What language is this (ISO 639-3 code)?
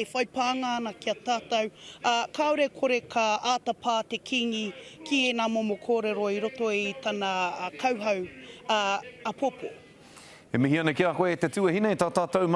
mri